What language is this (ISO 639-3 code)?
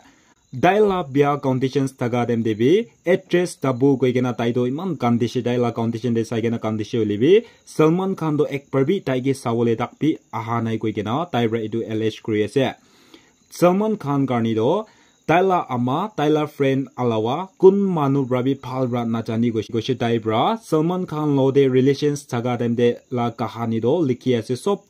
nag